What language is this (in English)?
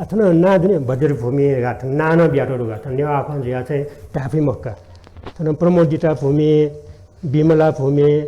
Newari